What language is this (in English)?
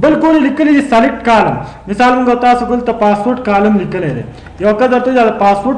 Pashto